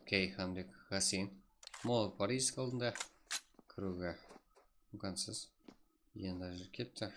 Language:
Kara-Kalpak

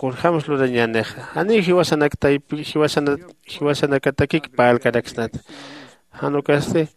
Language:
Aymara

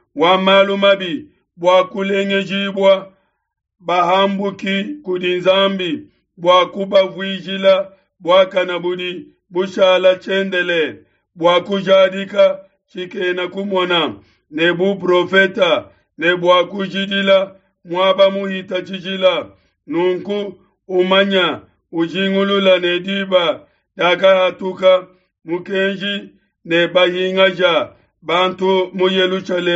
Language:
Luba-Lulua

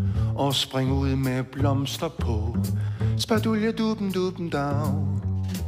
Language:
Danish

